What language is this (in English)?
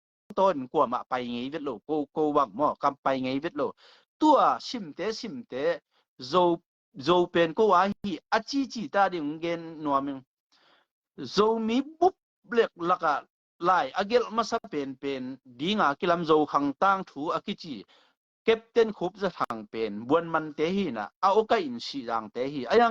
Tedim Chin